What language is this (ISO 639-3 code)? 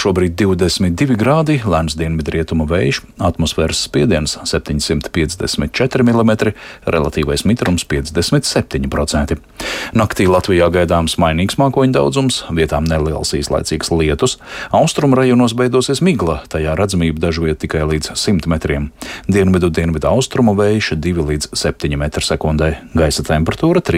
lav